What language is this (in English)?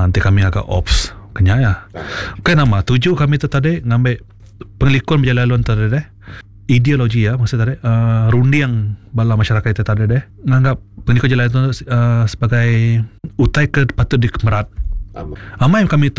Iban